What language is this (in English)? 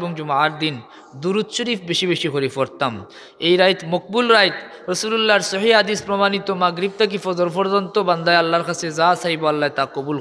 Sylheti